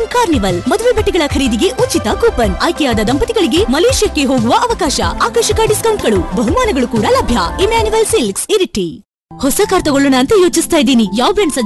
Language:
Kannada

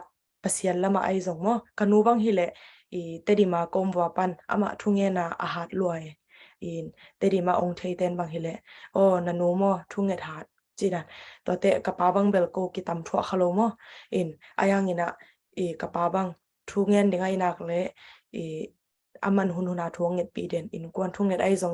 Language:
Tedim Chin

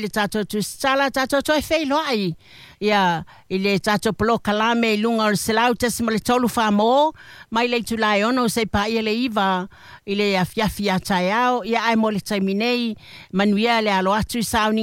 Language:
Samoan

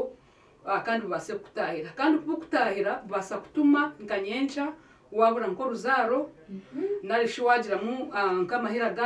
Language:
Nyankole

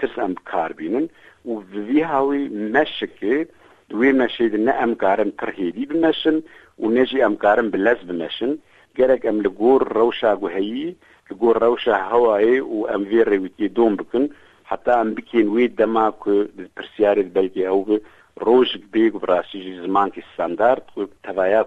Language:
Kurdish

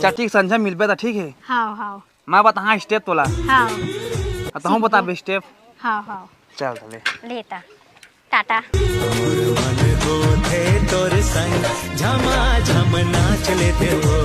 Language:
Chhattisgarhi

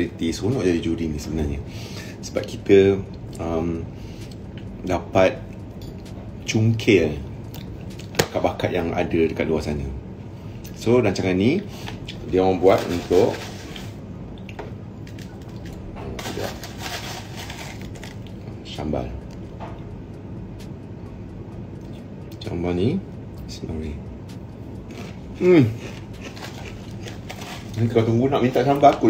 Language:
Malay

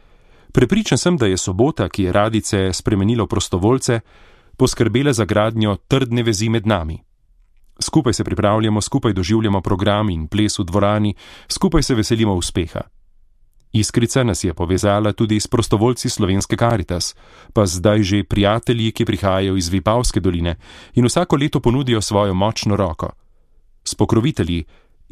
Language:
Slovenian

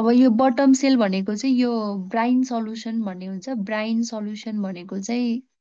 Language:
Nepali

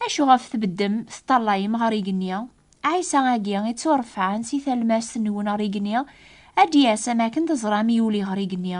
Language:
Kabyle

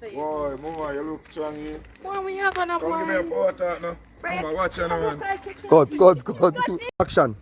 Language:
Jamaican Creole English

